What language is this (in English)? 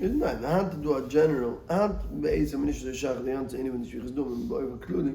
Yiddish